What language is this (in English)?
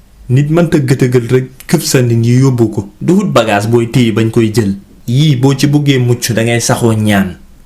Wolof